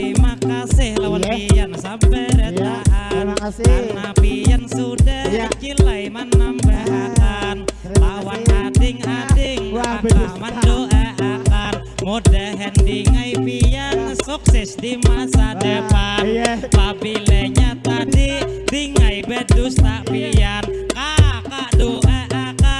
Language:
Banjar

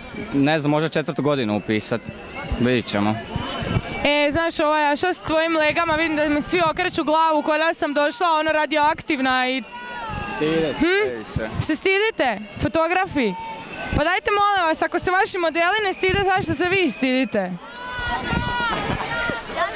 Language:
Croatian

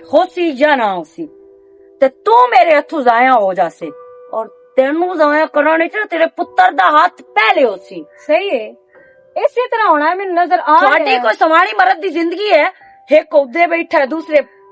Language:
Western Panjabi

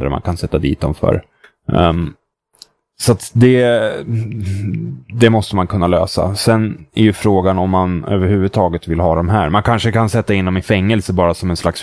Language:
Swedish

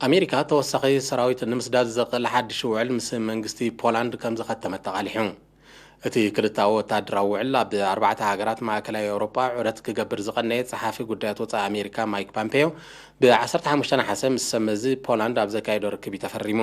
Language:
Tigrinya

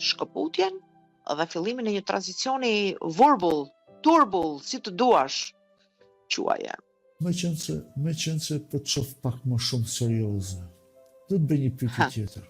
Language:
Albanian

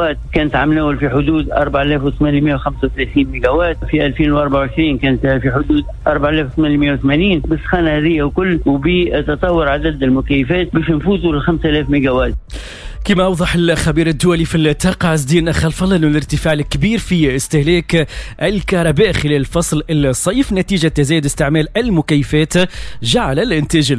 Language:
Tunisian Arabic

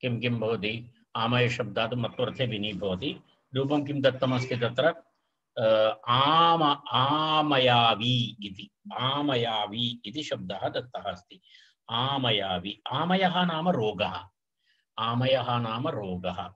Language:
Sanskrit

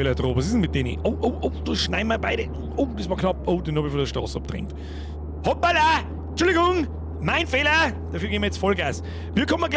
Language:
Bavarian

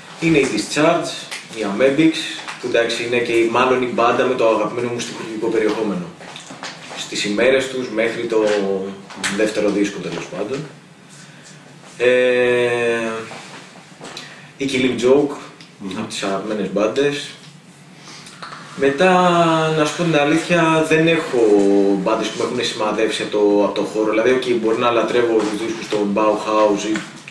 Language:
Greek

